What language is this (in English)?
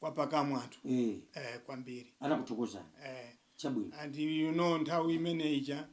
Nyanja